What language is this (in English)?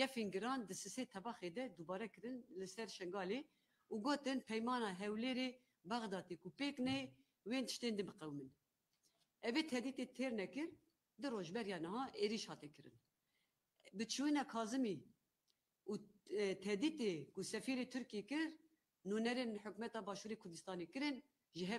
Kurdish